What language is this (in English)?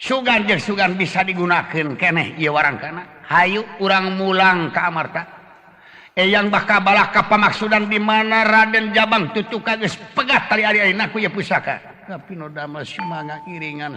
Sundanese